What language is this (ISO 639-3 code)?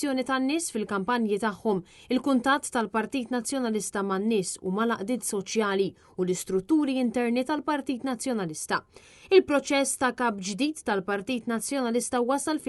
mlt